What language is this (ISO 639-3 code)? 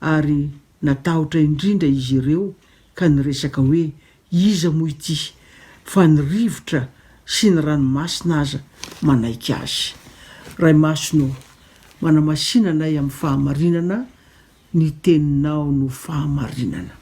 mlg